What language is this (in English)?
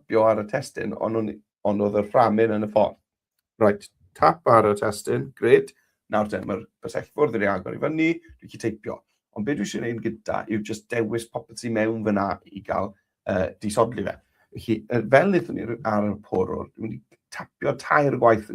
Welsh